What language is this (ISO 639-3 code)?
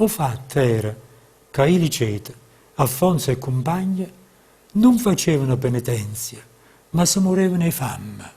nap